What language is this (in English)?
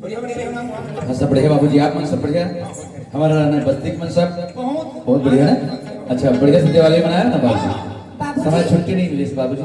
Chhattisgarhi